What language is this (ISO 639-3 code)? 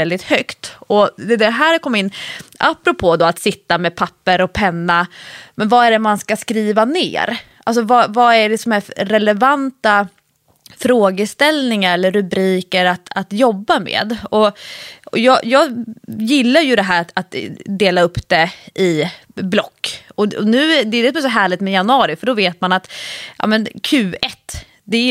swe